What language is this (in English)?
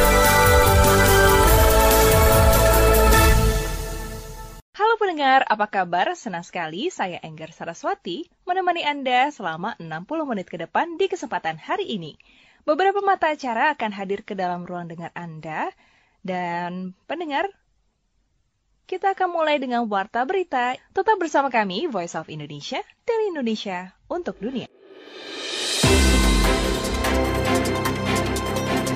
Indonesian